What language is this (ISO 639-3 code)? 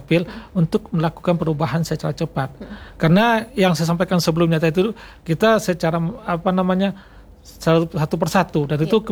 ind